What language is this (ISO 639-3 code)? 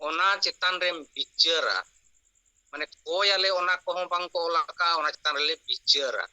sat